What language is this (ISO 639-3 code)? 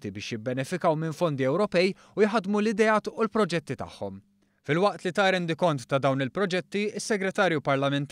mlt